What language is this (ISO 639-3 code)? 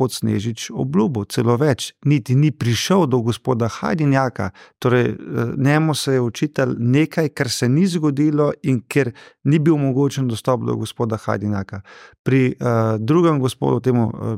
slv